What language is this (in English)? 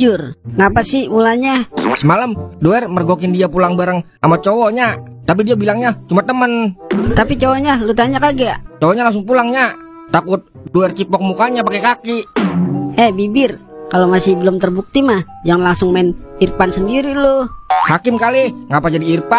Betawi